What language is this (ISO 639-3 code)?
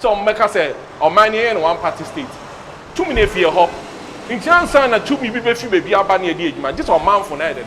aka